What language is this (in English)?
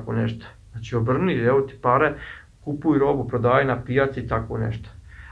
Bosnian